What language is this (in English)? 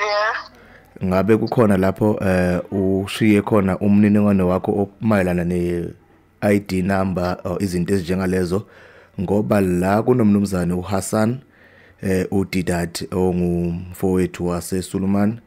Zulu